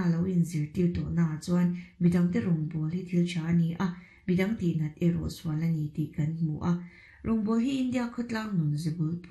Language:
Mizo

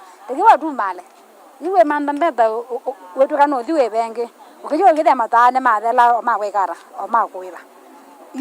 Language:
Kamba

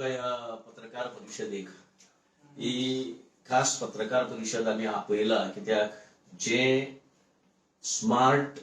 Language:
Konkani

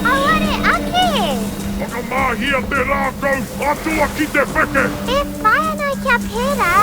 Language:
Māori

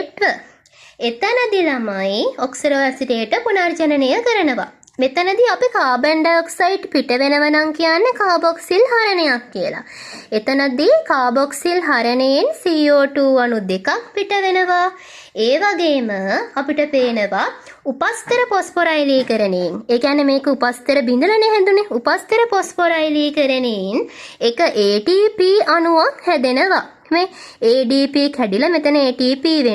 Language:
Sinhala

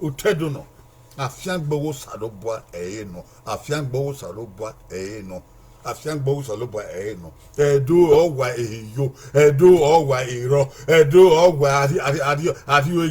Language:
Bini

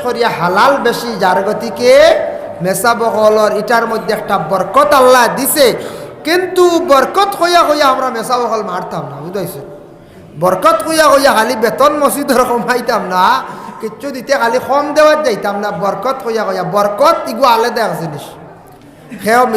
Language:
Sylheti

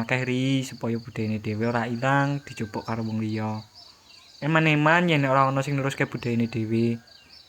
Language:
Javanese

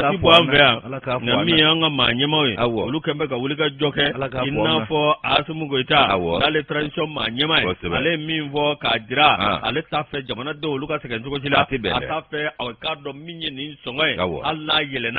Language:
Bambara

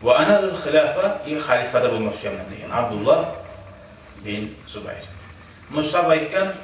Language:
Kumyk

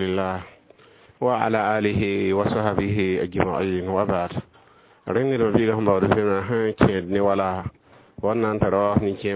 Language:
Mossi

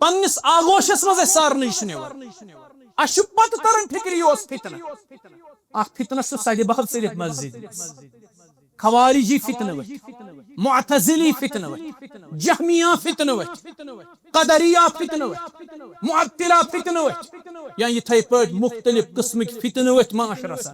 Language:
Kashmiri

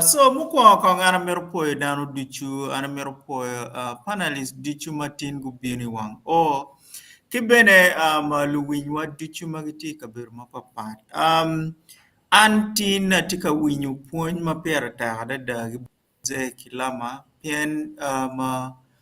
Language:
Acoli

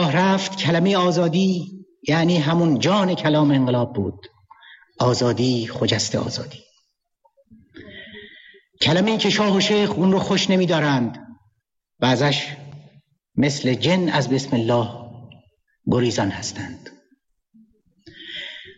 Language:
Persian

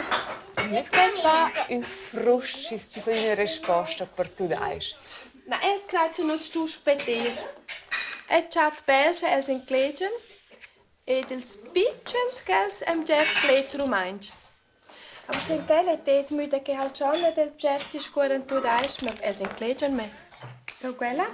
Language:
Romansh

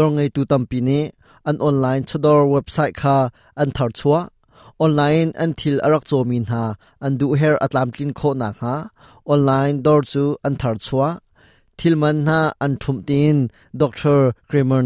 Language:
Hakha Chin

